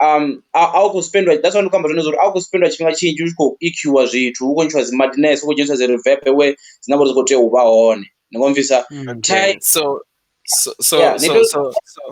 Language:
Venda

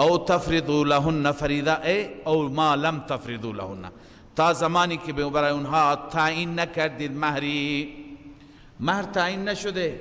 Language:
Persian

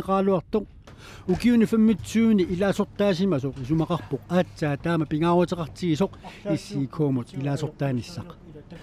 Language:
Kalaallisut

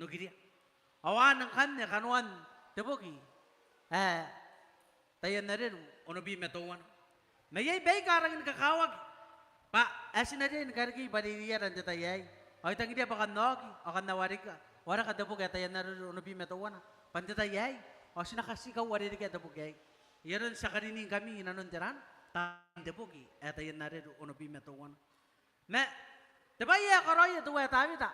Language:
Gilbertese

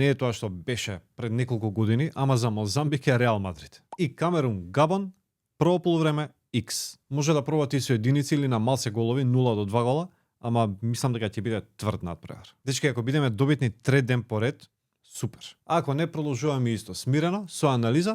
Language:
Macedonian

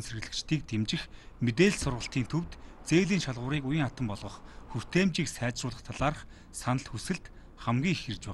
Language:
Mongolian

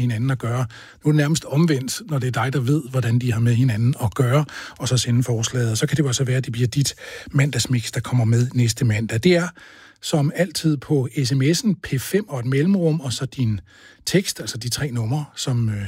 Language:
Danish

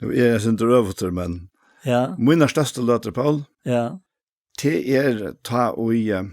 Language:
Faroese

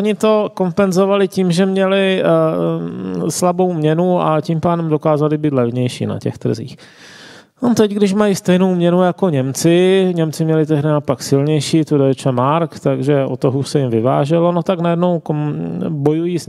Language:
Czech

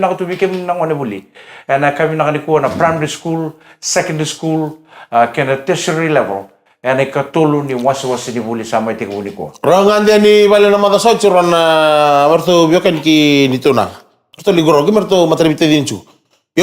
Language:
Fijian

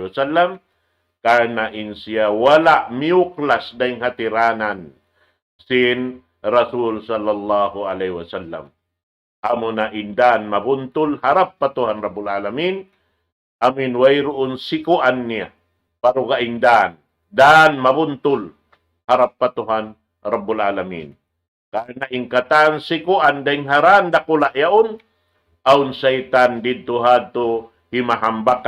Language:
Tausug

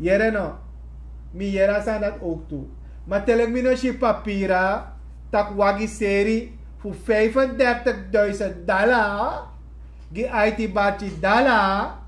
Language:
Sranan Tongo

